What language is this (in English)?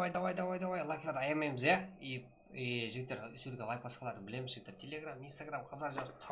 Kara-Kalpak